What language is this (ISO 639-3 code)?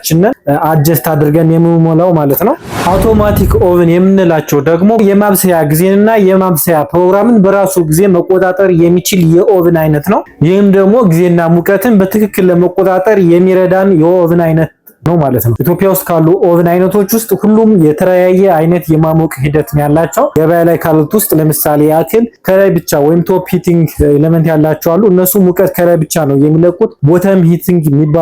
amh